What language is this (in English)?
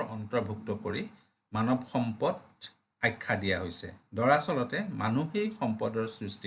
Assamese